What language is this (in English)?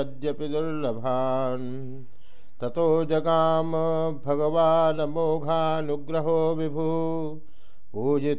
Sanskrit